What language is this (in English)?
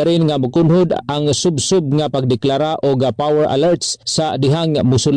Cebuano